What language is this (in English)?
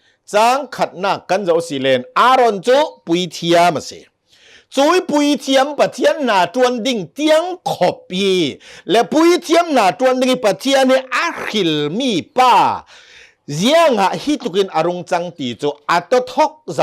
Hakha Chin